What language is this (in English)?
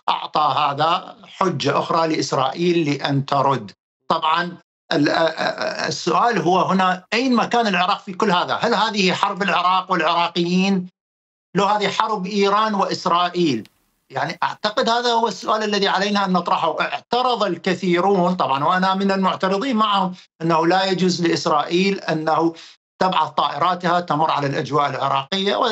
Mesopotamian Arabic